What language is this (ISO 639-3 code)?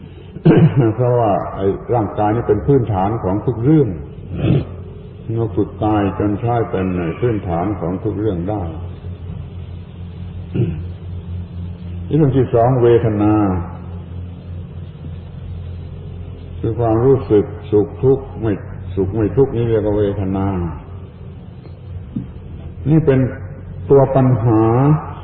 tha